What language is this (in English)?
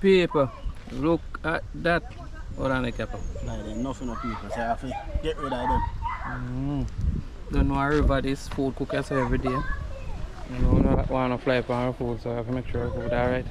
Jamaican Creole English